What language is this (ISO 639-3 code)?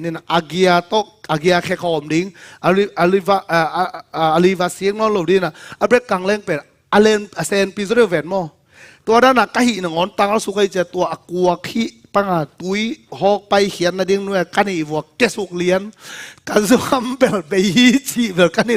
ctd